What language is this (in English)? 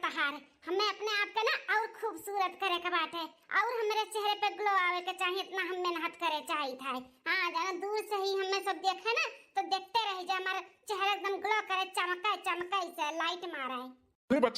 Awadhi